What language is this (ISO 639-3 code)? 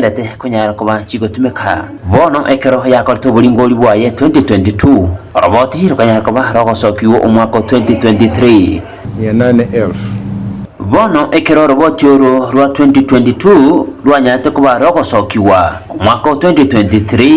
guz